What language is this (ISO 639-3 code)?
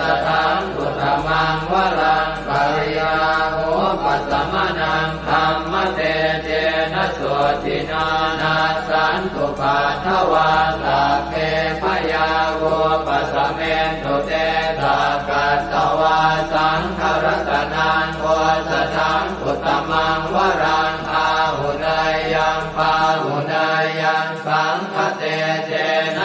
pli